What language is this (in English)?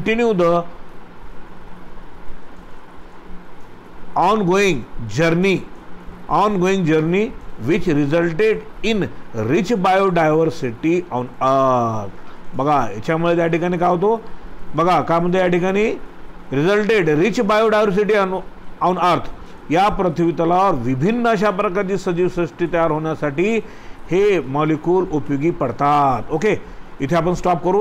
Marathi